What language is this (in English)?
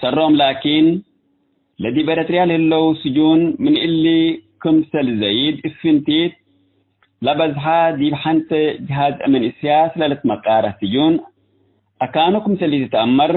Tigre